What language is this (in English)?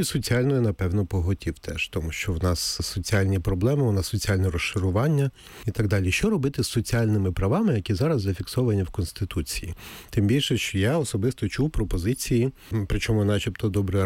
Ukrainian